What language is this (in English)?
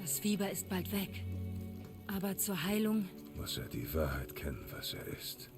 Bavarian